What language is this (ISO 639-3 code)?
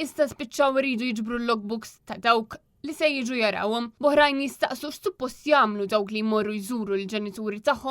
mlt